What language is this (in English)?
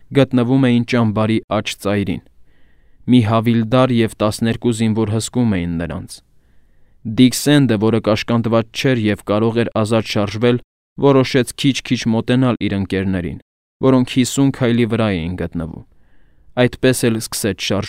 Armenian